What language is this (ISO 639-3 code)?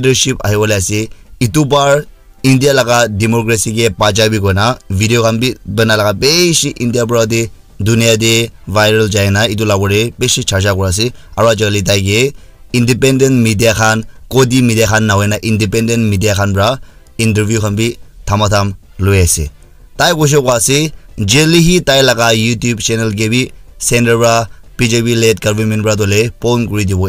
nag